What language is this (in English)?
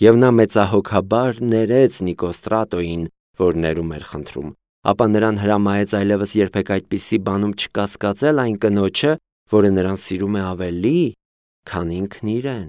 Armenian